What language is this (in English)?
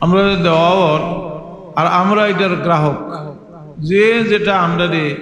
Sylheti